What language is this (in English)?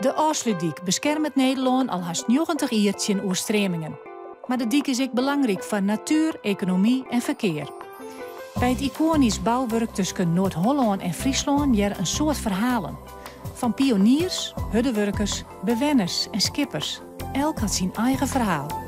Western Frisian